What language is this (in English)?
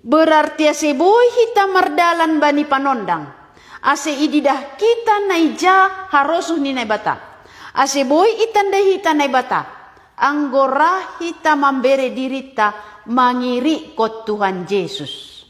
Batak Simalungun